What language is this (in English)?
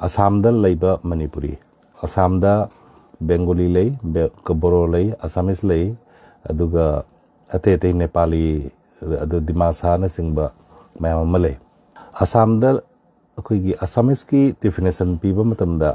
Manipuri